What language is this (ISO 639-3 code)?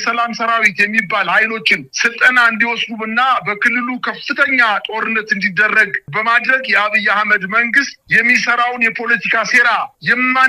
amh